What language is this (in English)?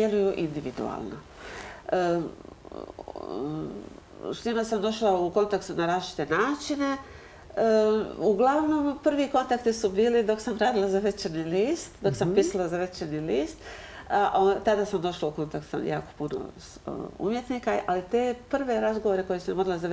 Croatian